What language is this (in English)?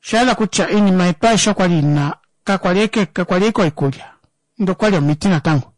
Kuanyama